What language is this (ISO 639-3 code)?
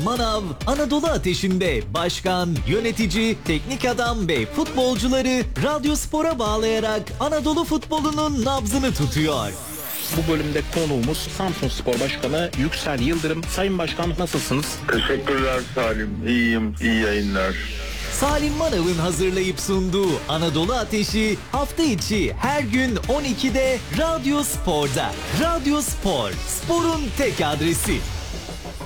tur